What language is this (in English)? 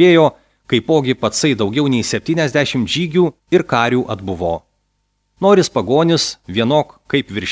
Lithuanian